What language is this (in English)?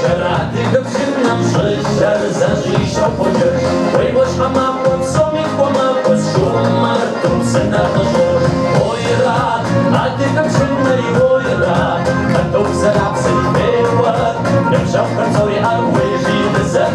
Kabardian